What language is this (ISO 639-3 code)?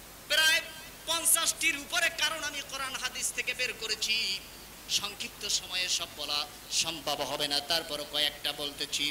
ben